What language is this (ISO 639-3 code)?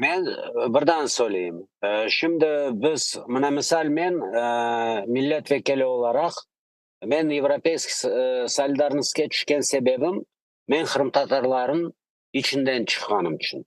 crh